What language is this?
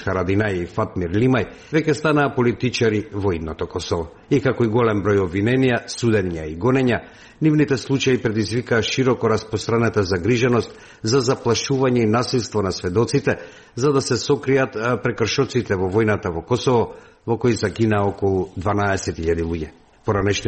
Macedonian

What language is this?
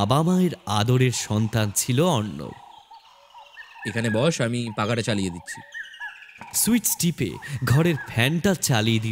Bangla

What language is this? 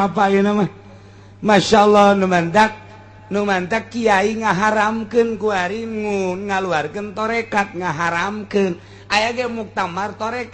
Sundanese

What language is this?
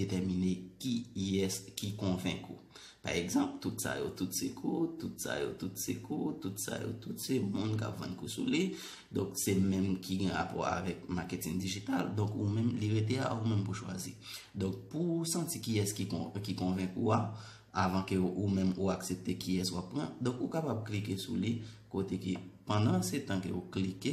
Haitian Creole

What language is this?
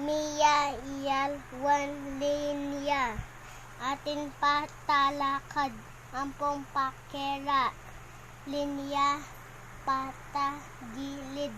Pampanga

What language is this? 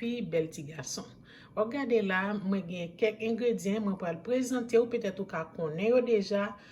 Haitian Creole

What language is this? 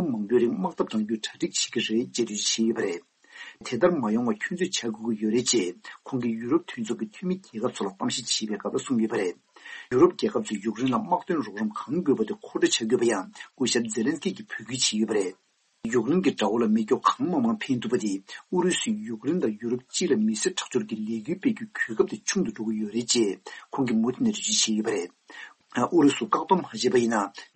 Tibetan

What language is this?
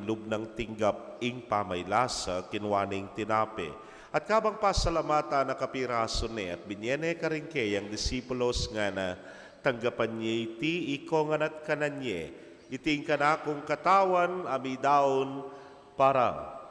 Pampanga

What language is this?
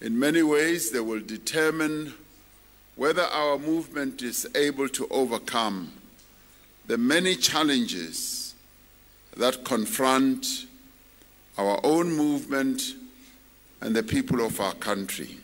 English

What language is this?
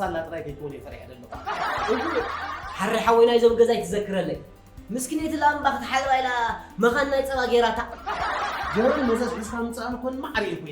Tigrinya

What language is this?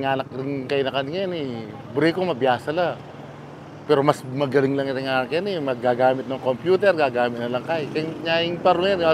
Pampanga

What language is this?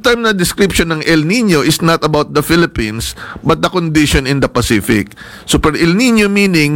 Filipino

